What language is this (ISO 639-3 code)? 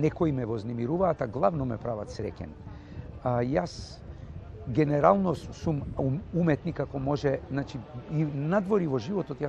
mkd